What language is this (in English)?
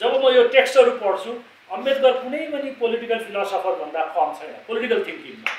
Nepali